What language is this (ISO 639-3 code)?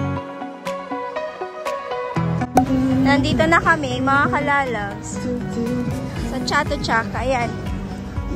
fil